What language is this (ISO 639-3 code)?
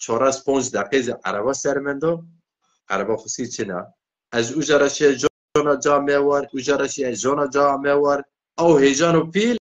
zza